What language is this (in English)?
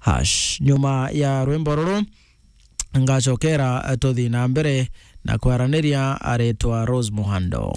Meru